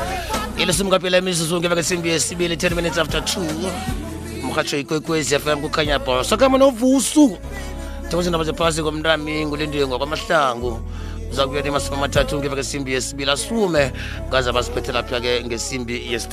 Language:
South Ndebele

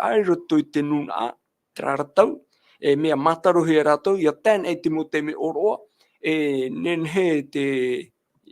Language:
Tahitian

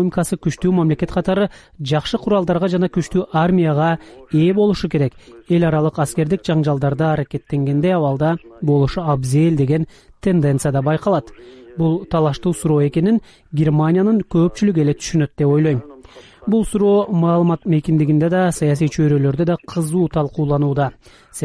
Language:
Kyrgyz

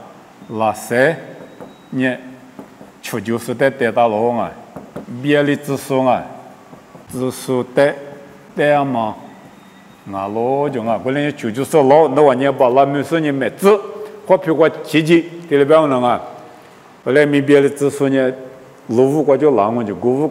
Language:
Lisu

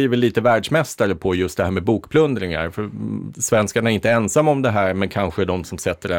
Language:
Swedish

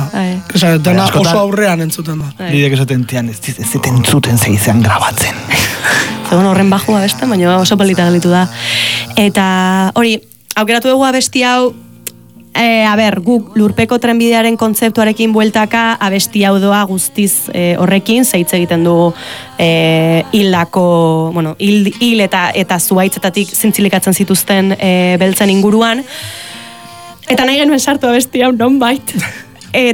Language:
Basque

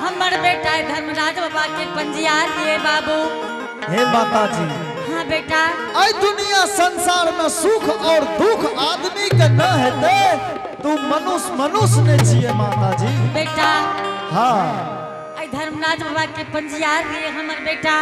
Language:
Angika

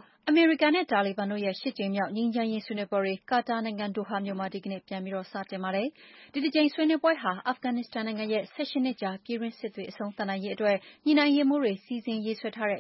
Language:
Burmese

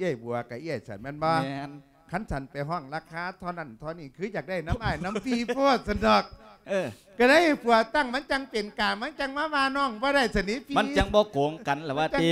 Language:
Lao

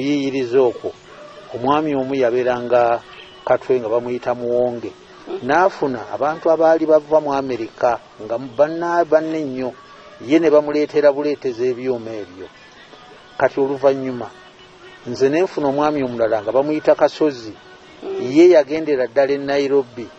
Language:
Ganda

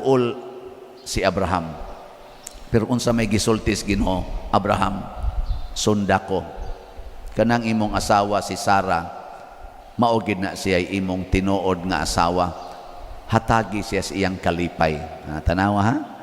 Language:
Cebuano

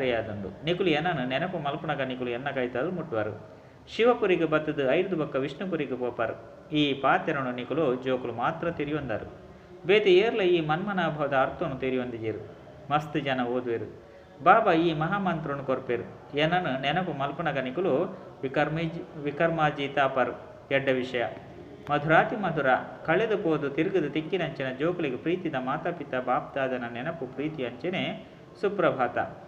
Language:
Tulu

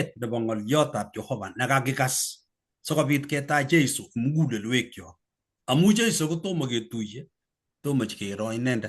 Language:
Kalenjin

